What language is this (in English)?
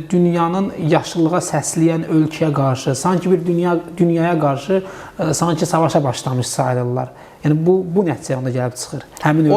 Azerbaijani